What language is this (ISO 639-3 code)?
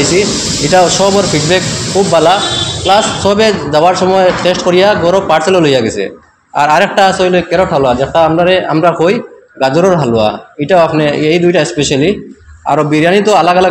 syl